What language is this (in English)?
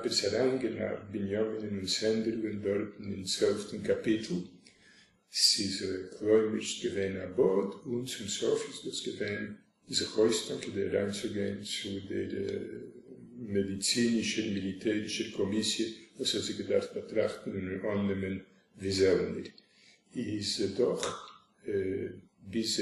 Yiddish